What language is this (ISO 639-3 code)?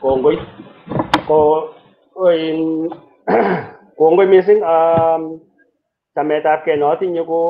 kln